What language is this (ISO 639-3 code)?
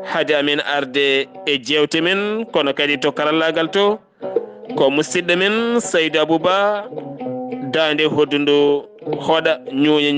ful